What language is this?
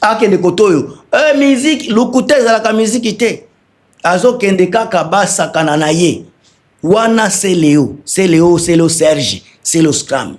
Lingala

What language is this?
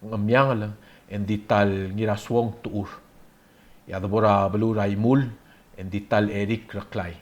Palauan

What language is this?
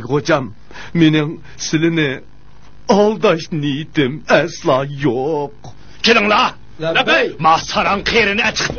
Uyghur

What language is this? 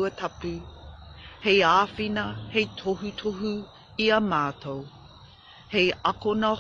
Māori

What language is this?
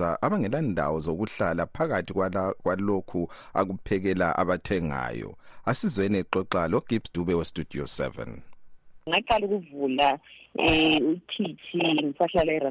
North Ndebele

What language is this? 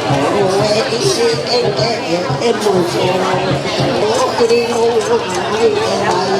Ma'anyan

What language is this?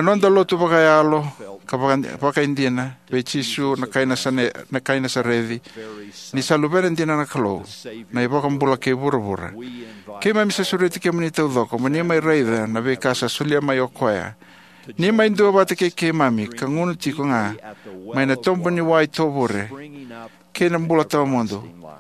Fijian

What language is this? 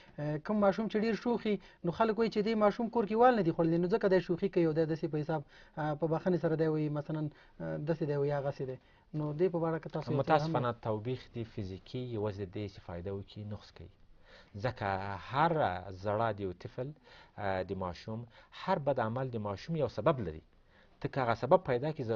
Pashto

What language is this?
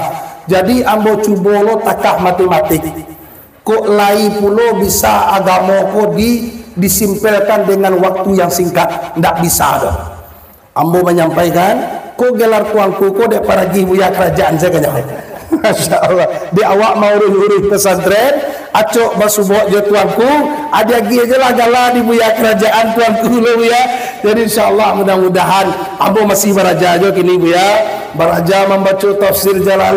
Minangkabau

